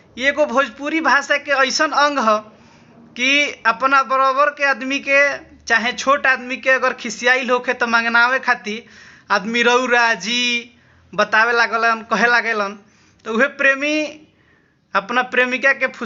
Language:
Bhojpuri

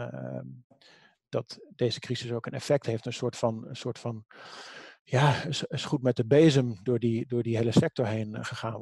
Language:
Dutch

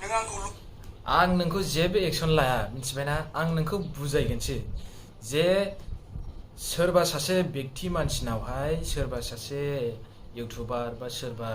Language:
Bodo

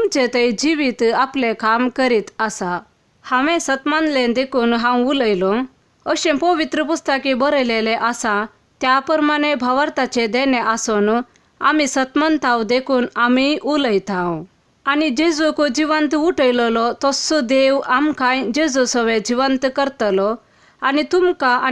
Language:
Konkani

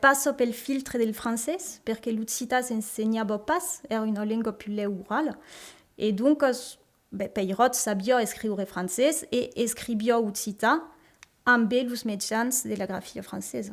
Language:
Occitan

